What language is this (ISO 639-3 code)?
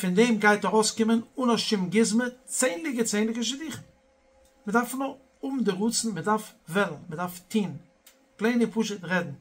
yid